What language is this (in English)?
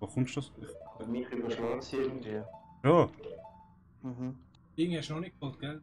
Swiss German